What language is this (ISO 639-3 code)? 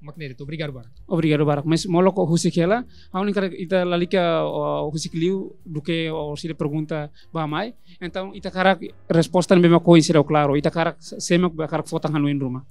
tet